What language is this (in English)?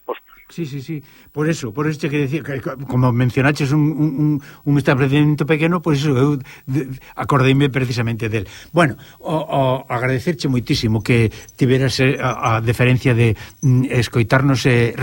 Galician